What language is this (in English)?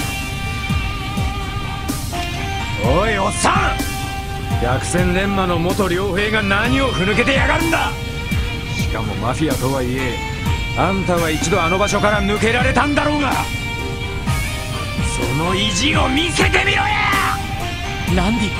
Japanese